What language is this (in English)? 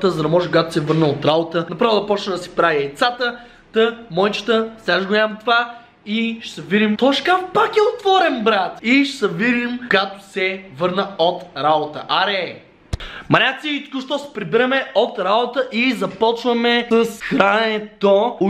Bulgarian